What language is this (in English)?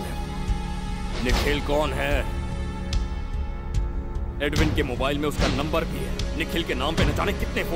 Hindi